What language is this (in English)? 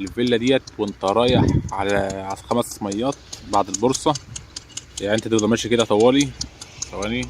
Egyptian Arabic